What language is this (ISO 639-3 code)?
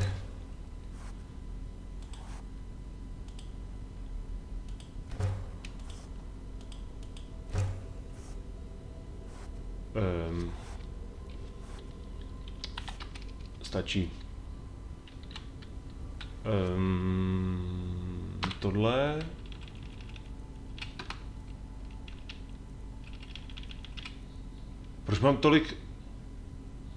ces